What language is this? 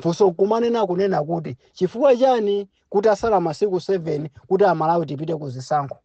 Nyanja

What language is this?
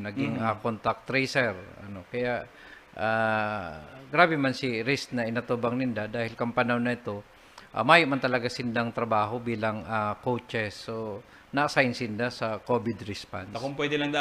Bikol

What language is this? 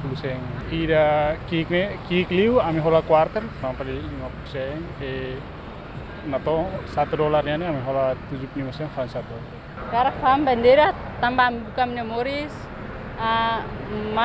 Tetum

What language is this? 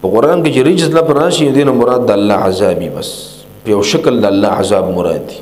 Pashto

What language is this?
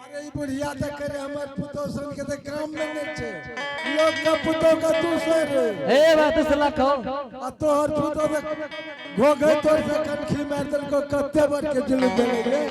Angika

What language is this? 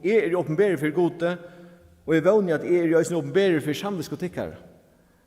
Faroese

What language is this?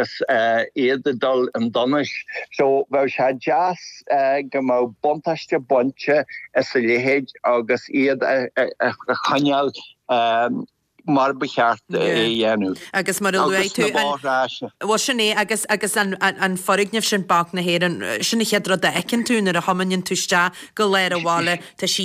Irish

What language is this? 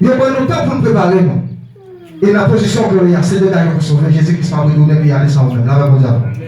Haitian Creole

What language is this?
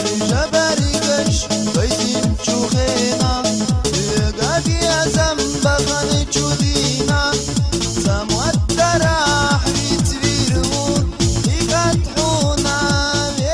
Chechen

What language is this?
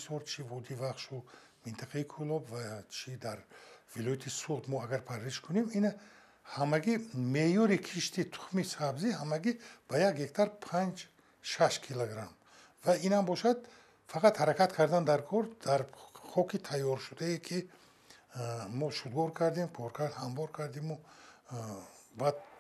Tajik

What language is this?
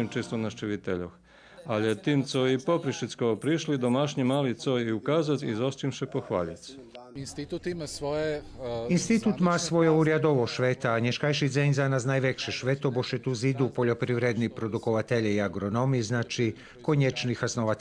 Rusyn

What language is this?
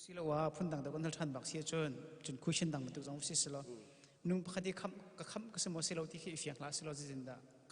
Hakha Chin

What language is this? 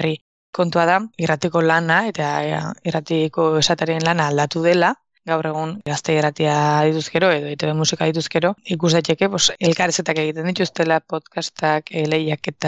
Basque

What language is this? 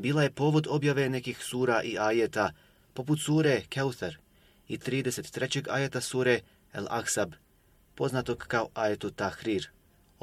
Bosnian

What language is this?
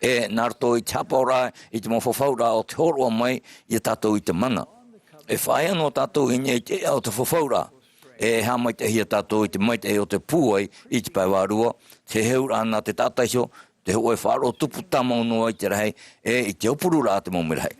Tahitian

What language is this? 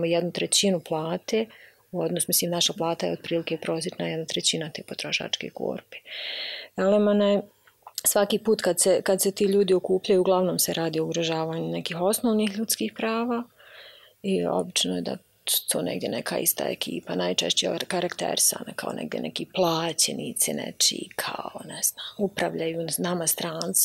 Bosnian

